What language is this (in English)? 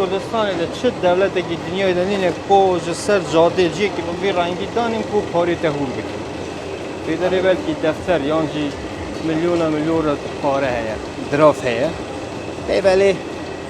Kurdish